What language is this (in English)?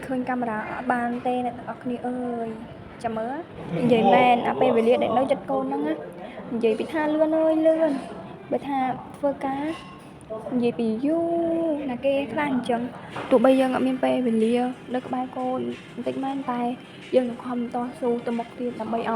Khmer